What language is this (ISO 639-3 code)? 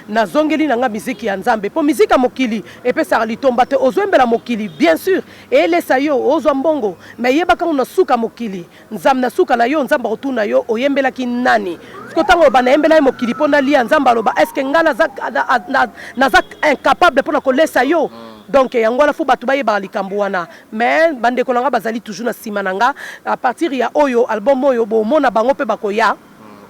lin